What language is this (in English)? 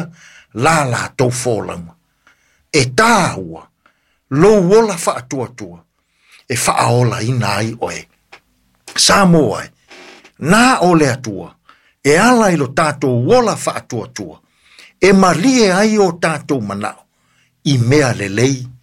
Samoan